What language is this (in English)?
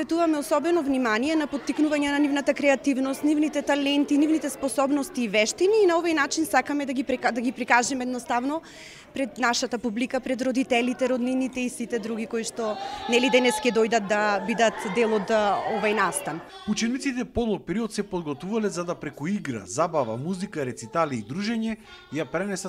Macedonian